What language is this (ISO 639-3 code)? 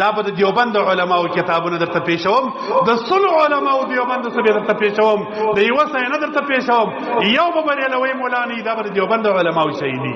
pus